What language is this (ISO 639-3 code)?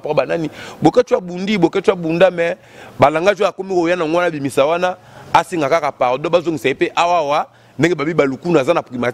lin